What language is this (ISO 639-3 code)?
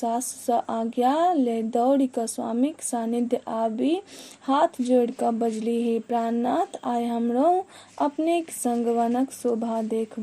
mai